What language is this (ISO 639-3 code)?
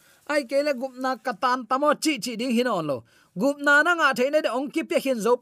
ctd